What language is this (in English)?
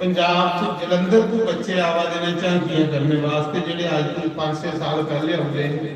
Dogri